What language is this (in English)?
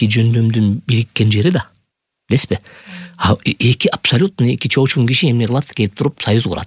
Kyrgyz